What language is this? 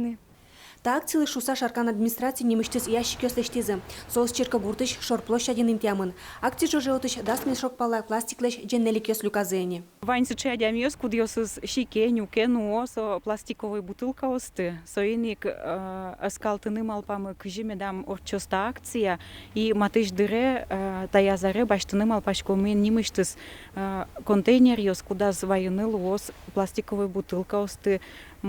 Udmurt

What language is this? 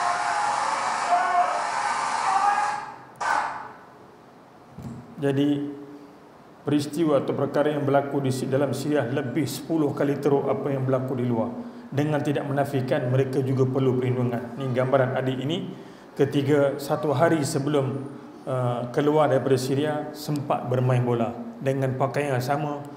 Malay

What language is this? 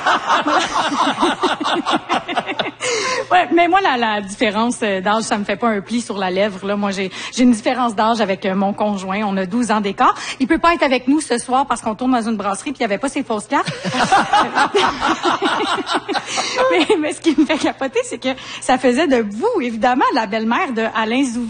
French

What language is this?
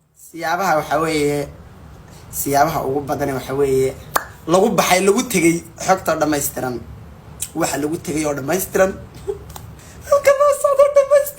Somali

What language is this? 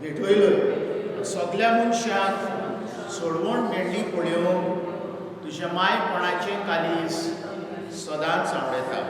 Konkani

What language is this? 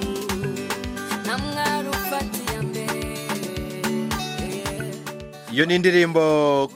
Kinyarwanda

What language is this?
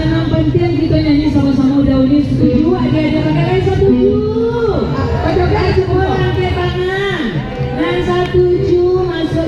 Minangkabau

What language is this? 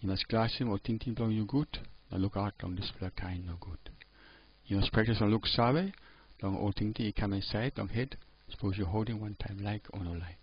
Tok Pisin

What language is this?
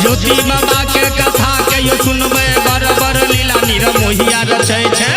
Maithili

